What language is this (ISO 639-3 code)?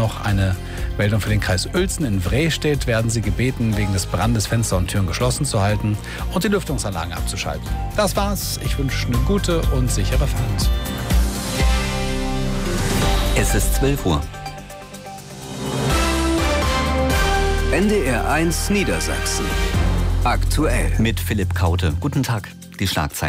deu